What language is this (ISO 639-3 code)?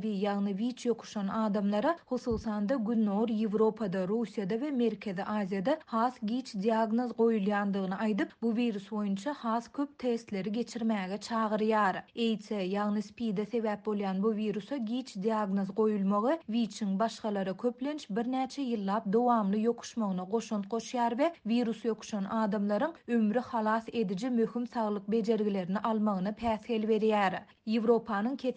tuk